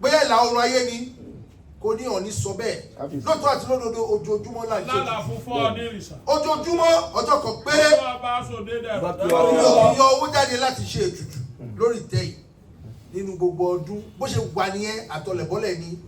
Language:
Yoruba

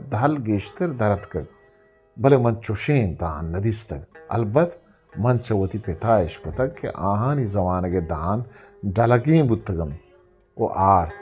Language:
Eastern Balochi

